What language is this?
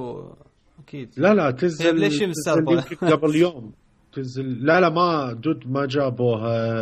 Mesopotamian Arabic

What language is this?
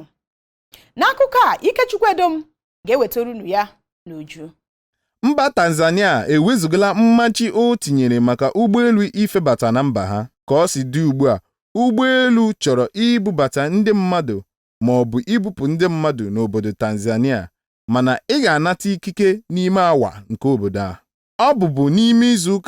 Igbo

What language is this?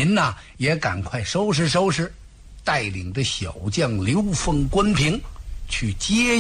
Chinese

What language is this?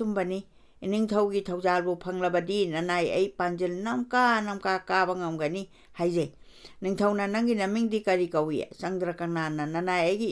Manipuri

